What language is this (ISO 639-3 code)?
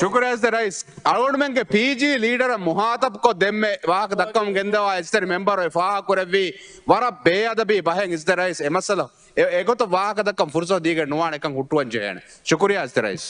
div